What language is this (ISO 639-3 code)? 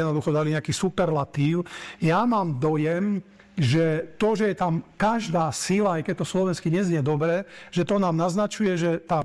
slk